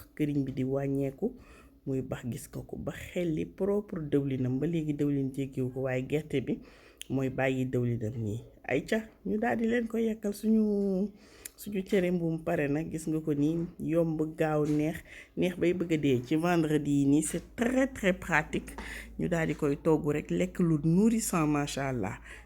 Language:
Wolof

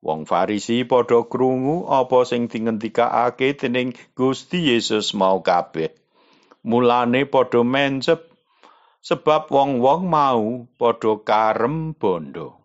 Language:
Javanese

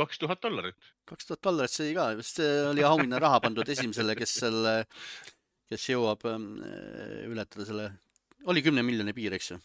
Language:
Estonian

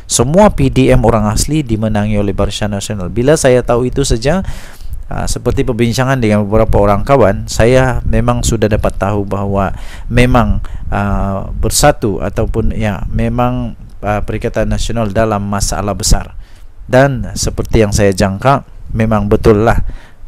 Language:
Malay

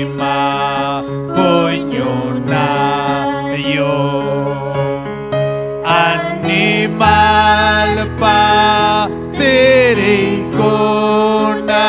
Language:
Ayacucho Quechua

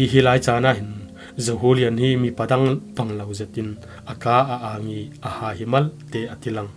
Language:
Falam Chin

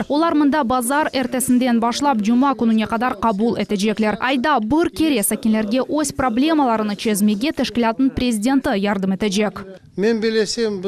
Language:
Crimean Tatar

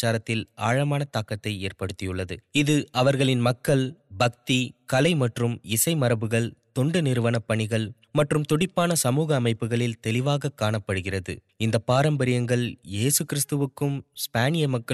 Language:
Tamil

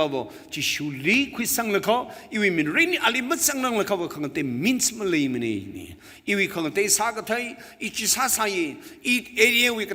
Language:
Tangkhul Naga (India)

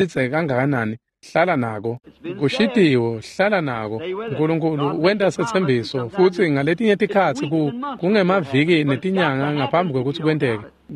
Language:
Swati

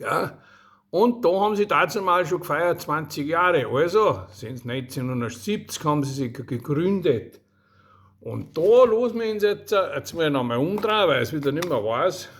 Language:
Bavarian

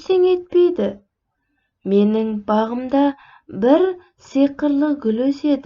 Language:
Kazakh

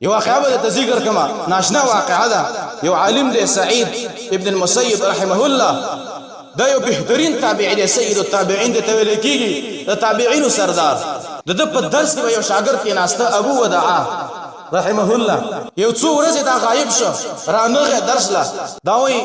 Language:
Pashto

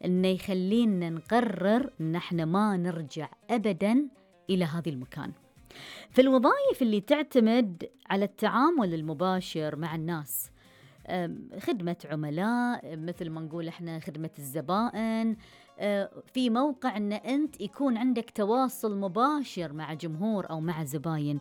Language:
Gulf Arabic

